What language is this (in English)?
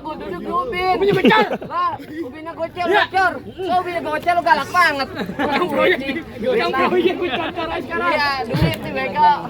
Betawi